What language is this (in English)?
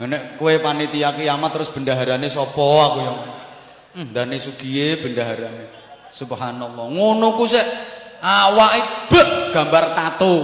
Javanese